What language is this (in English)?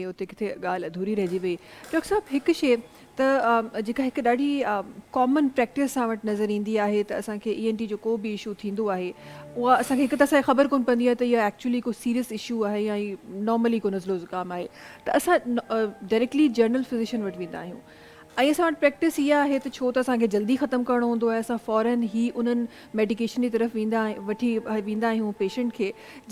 Sindhi